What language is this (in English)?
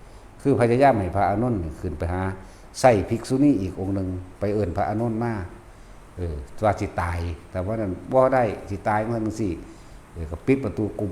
Northeastern Thai